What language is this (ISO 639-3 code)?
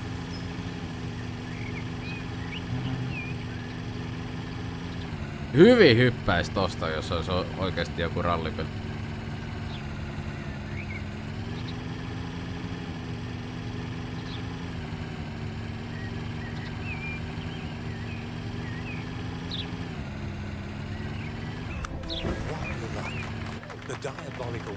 fin